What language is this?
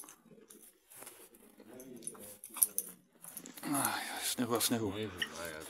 Slovak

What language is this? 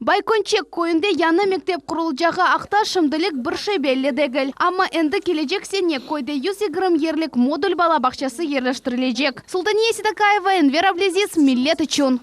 Crimean Tatar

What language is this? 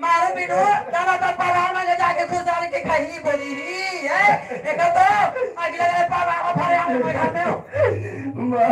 Chhattisgarhi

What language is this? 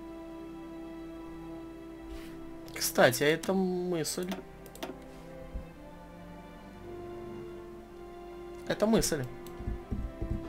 Russian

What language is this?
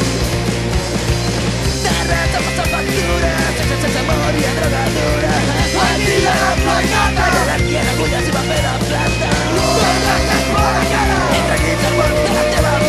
Catalan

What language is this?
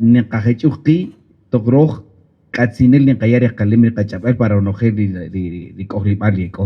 Kaqchikel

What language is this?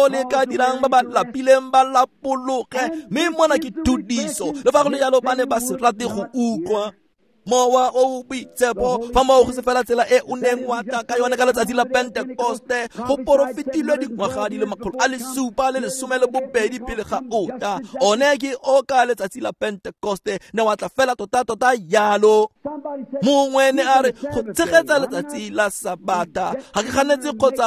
Tswana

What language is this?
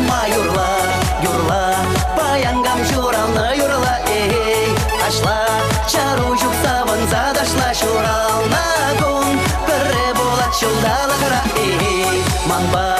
Chuvash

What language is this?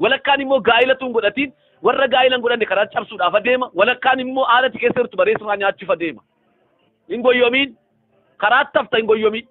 Oromo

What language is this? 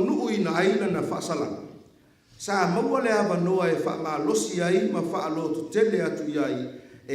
Samoan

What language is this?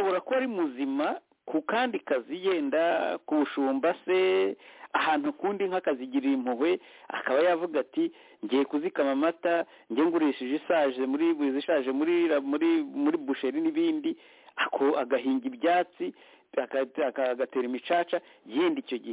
Kinyarwanda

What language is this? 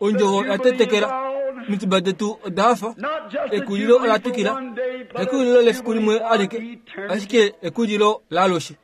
Kuanyama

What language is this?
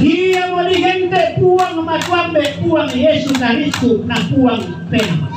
Toraja-Sa'dan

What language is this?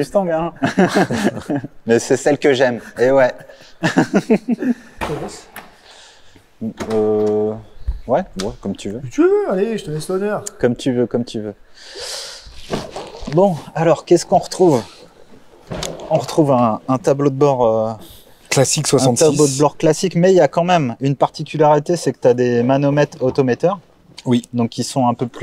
French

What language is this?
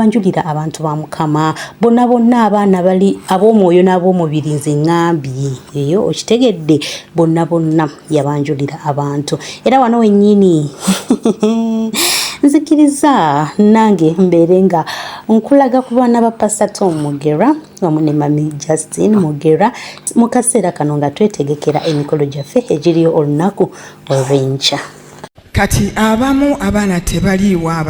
Ganda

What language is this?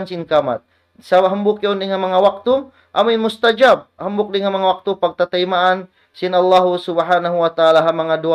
Tausug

